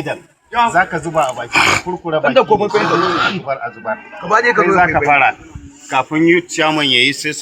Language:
Hausa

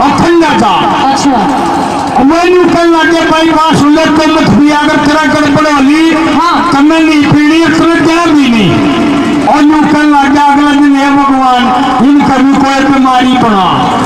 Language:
Haryanvi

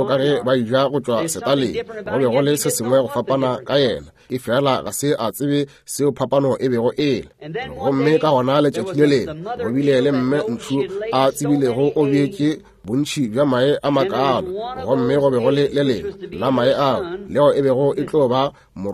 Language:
Northern Sotho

